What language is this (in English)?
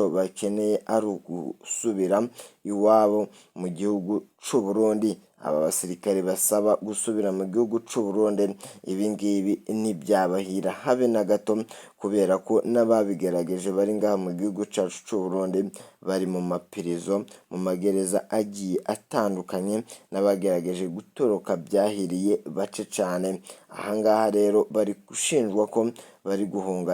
Rundi